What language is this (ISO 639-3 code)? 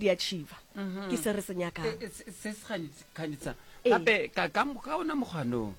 nso